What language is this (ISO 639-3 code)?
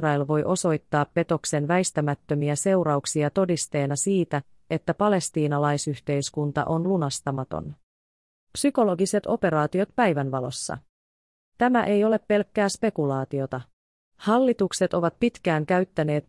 fin